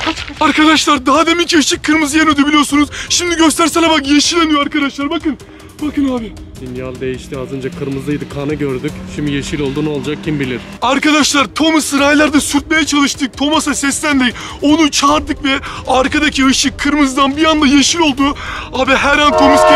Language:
Turkish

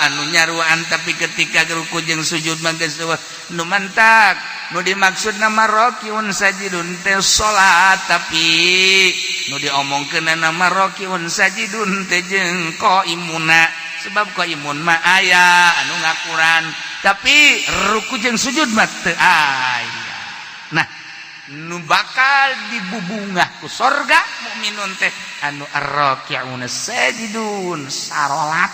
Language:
Sundanese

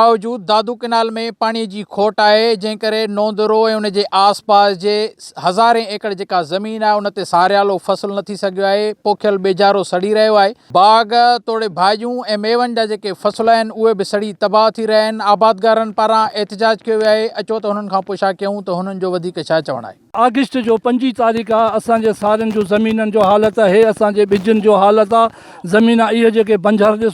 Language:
Sindhi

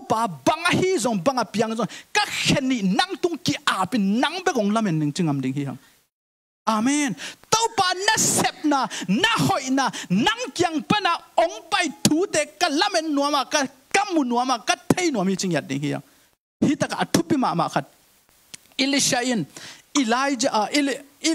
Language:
Tedim Chin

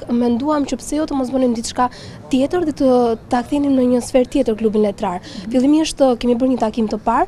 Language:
Albanian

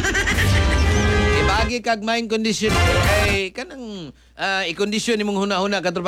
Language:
Cebuano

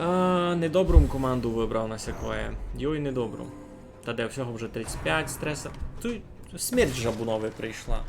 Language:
Rusyn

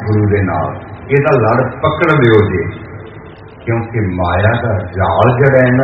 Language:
Punjabi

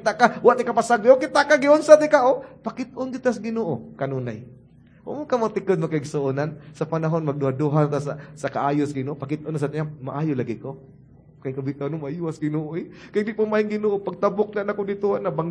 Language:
Cebuano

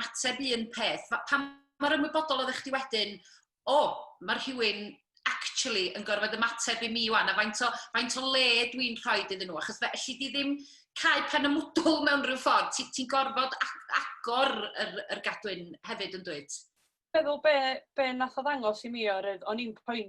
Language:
Welsh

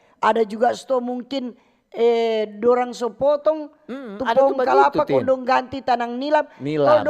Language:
Manado Malay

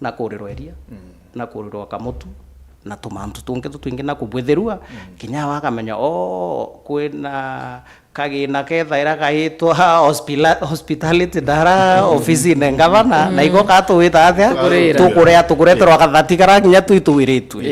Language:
Meru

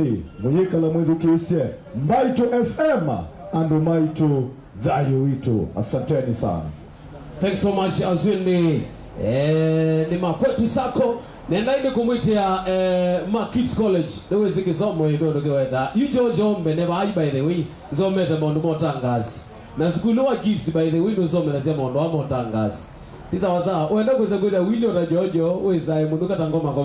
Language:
Kamba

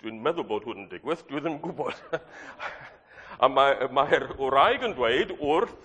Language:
Welsh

